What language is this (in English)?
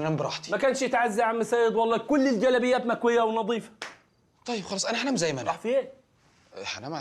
Egyptian Arabic